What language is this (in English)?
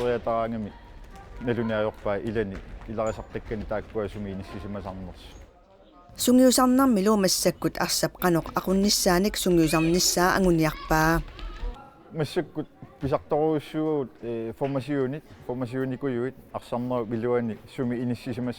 Kalaallisut